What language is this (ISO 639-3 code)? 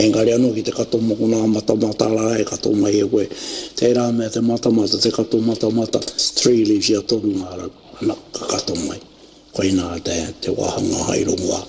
mri